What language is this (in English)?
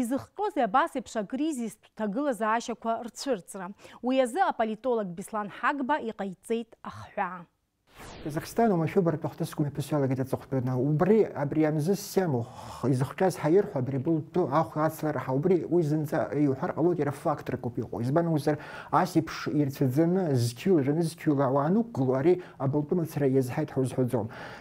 Abkhazian